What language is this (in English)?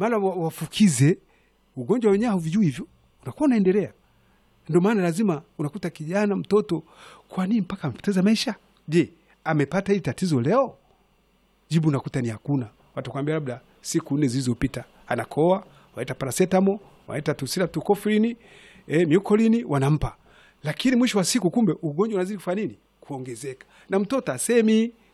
Swahili